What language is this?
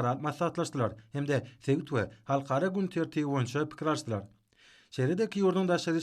Turkmen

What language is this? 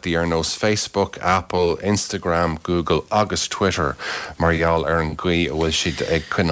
Irish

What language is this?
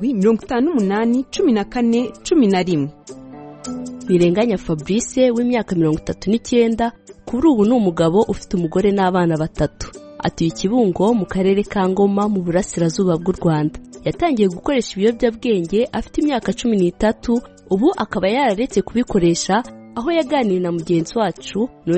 Kinyarwanda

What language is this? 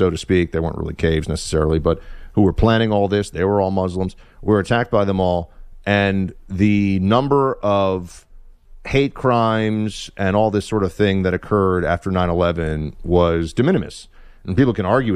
English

